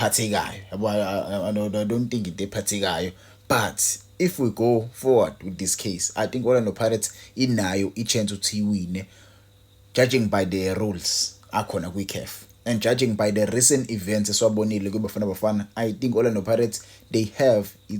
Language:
Zulu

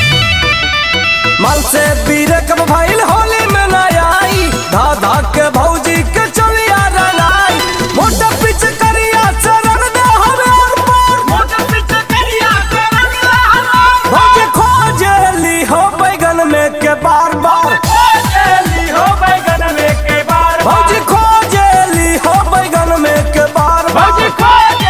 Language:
Bhojpuri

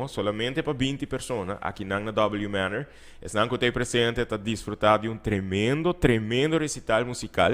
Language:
Papiamento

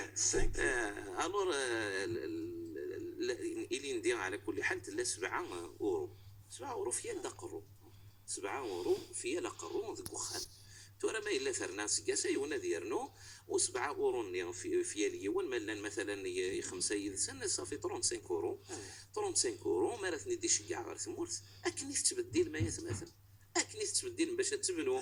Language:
Kabyle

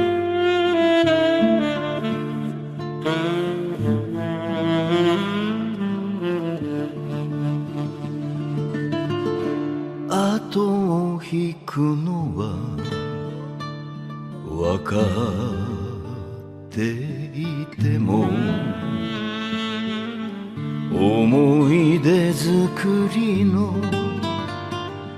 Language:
Japanese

